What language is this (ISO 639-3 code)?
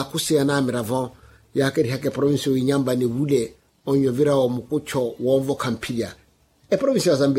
vmw